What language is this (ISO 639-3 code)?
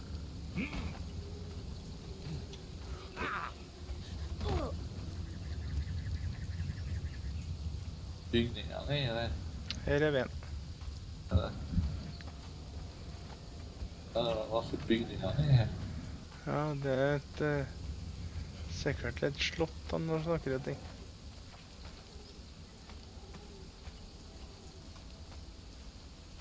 nor